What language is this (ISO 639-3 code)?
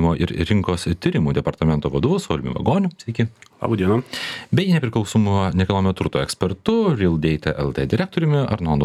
lit